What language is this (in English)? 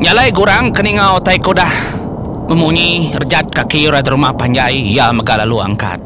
Iban